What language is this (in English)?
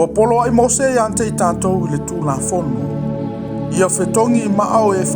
Samoan